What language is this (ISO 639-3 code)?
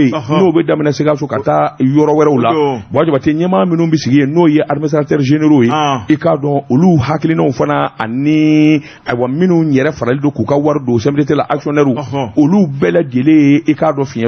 bam